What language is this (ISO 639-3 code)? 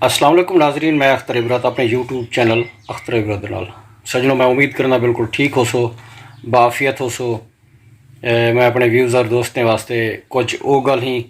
skr